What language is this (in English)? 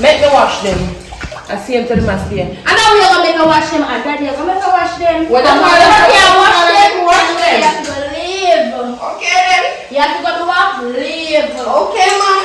Jamaican Creole English